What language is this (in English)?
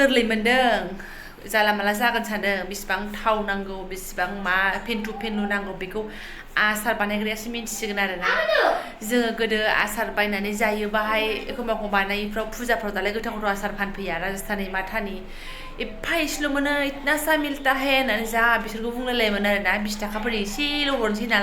Bodo